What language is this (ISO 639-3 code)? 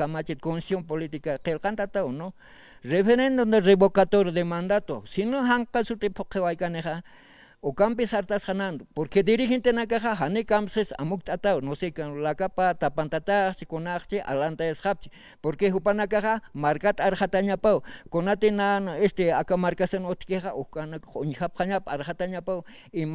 aym